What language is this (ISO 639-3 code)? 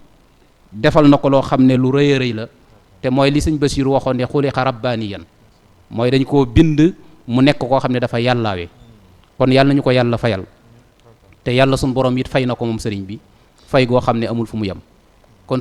wol